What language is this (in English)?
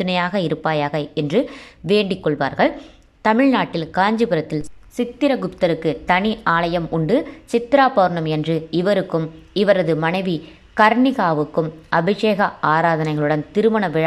Tamil